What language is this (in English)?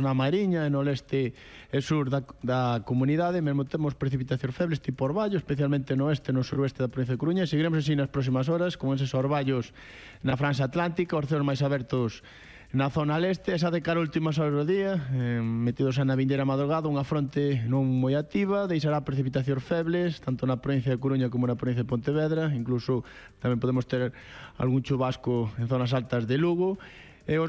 Galician